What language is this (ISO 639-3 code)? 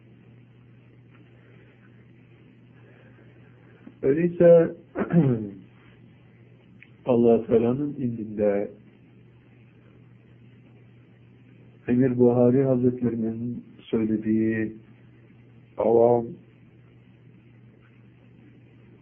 tur